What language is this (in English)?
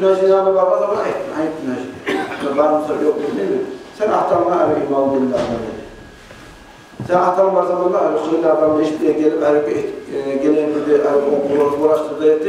Kumyk